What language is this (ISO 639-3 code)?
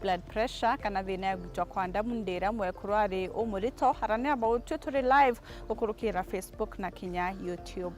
mer